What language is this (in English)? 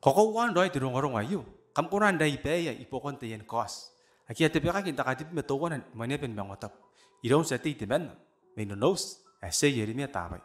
Gilbertese